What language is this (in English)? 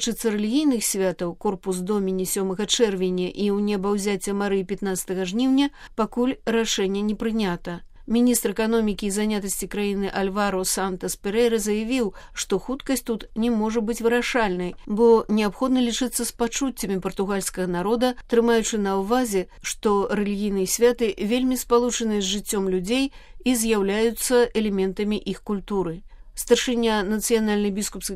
Belarusian